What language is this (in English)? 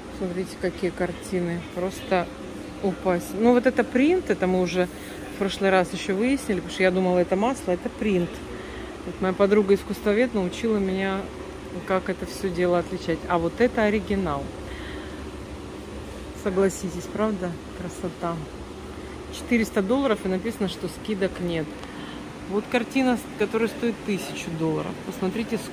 Russian